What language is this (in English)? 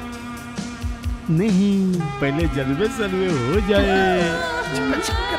Hindi